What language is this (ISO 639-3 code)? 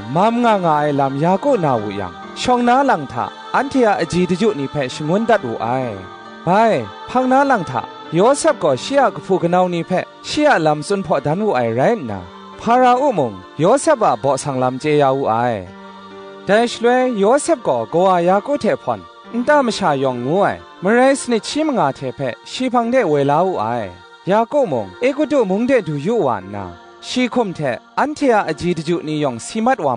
kac